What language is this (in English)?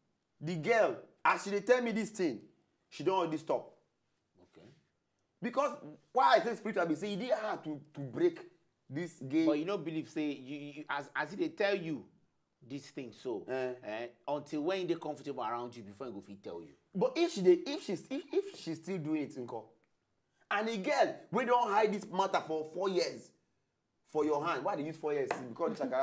Nigerian Pidgin